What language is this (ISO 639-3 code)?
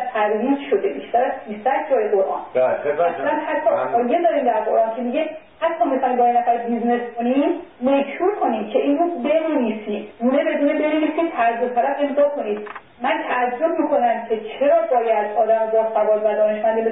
fas